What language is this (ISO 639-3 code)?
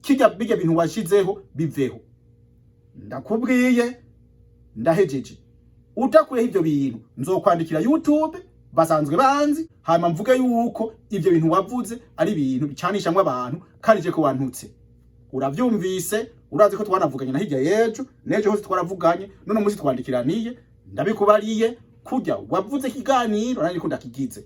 run